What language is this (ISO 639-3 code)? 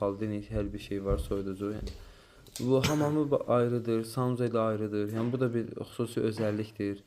aze